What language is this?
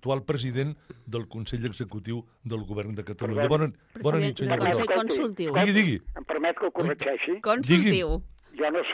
Catalan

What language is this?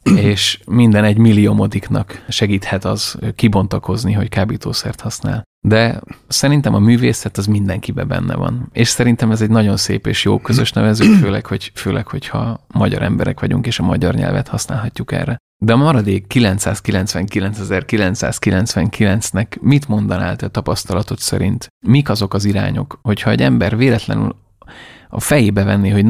Hungarian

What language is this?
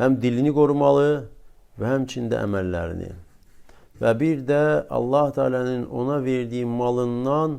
Azerbaijani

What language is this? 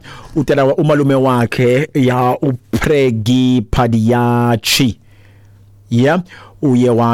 Xhosa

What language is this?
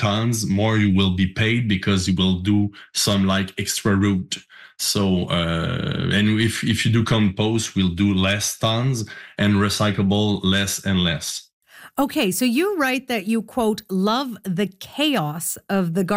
English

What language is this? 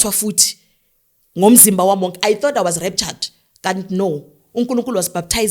Zulu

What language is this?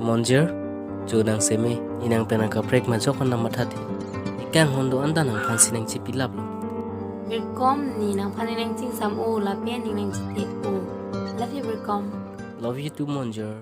Karbi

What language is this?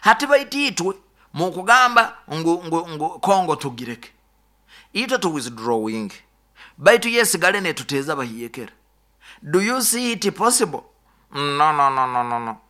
Nyoro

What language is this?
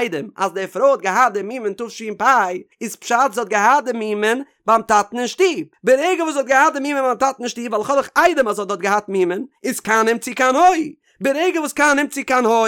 Yiddish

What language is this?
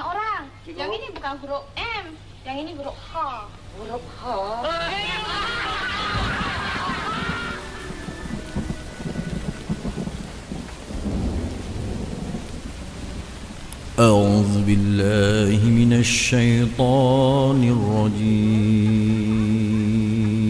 Malay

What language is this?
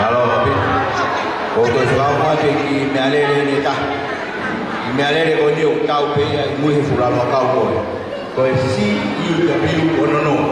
Tongan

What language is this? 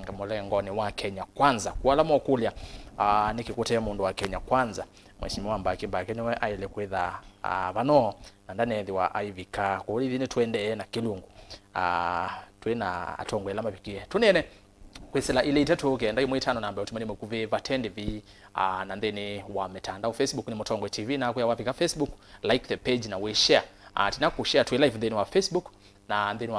Kamba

